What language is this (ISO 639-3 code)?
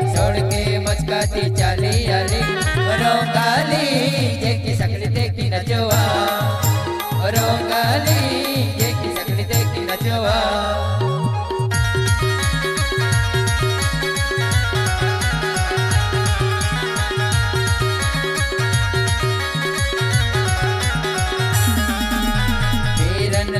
bho